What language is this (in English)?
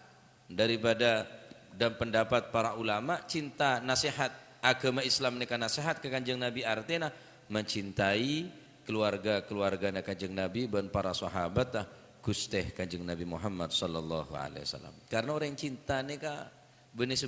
Madurese